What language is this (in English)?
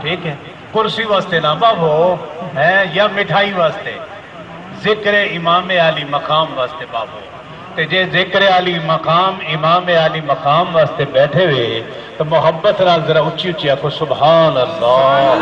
Saraiki